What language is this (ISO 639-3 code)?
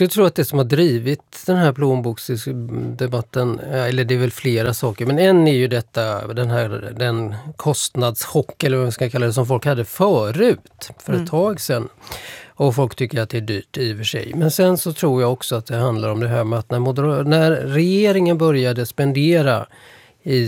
swe